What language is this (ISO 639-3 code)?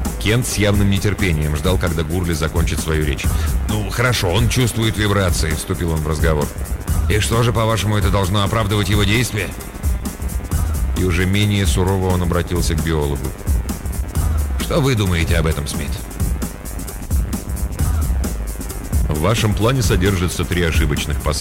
rus